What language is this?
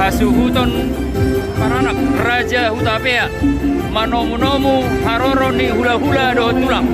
Batak Toba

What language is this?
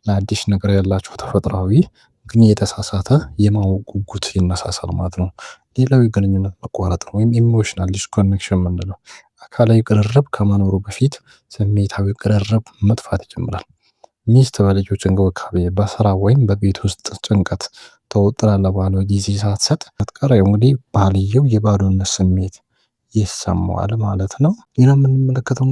Amharic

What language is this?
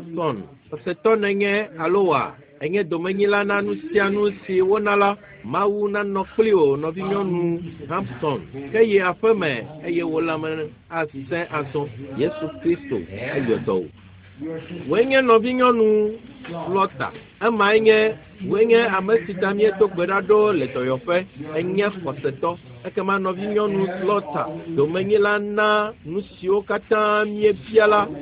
Ewe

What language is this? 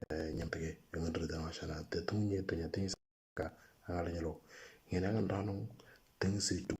Moro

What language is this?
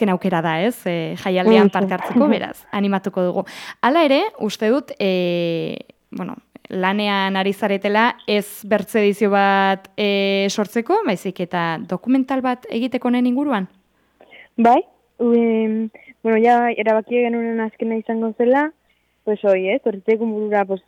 Basque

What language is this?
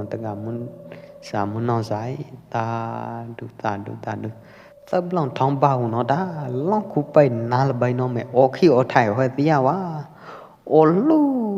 Pwo Eastern Karen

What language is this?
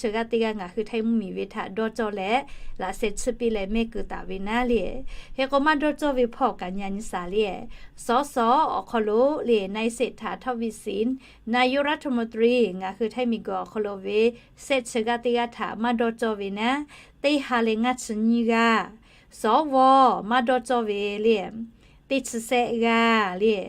Lahu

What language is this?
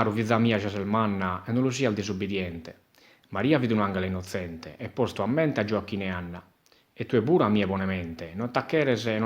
Sardinian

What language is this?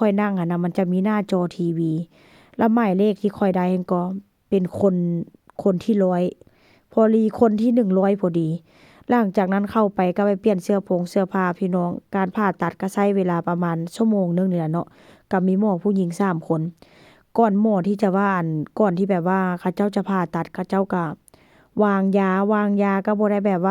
Northeastern Thai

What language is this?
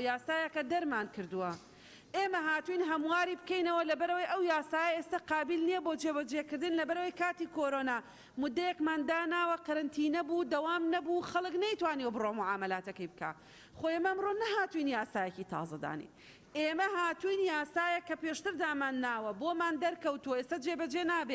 Central Kurdish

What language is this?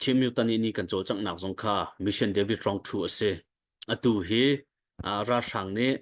Hakha Chin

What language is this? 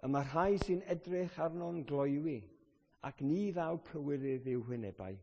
Welsh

